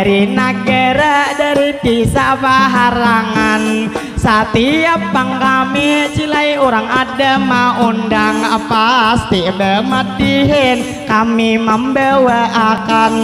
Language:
Banjar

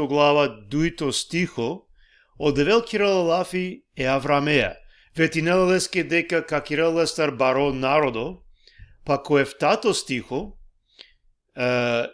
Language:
Balkan Romani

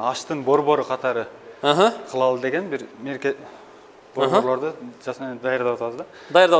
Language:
Kyrgyz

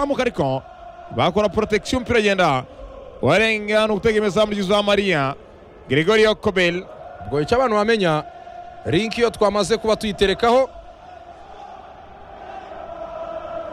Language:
Kinyarwanda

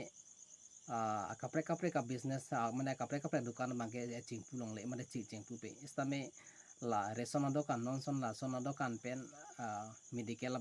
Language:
Karbi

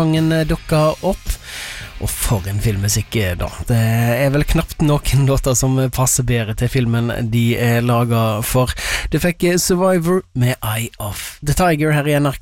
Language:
Norwegian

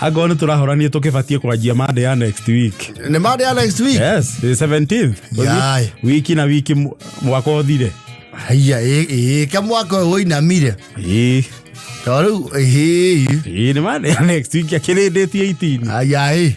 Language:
Kikuyu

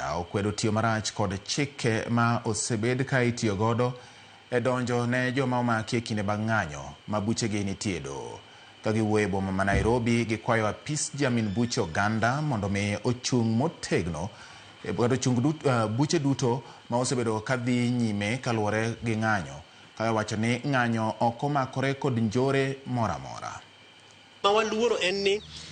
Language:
Luo (Kenya and Tanzania)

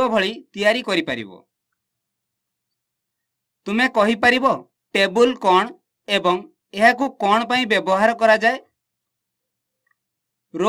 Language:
Odia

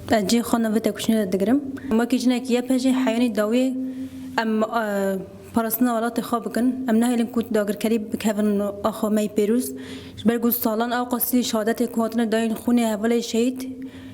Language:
Kurdish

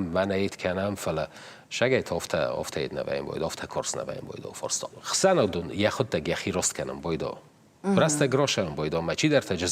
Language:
Ossetic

